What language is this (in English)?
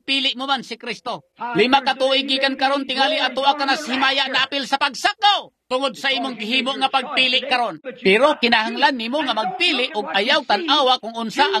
Cebuano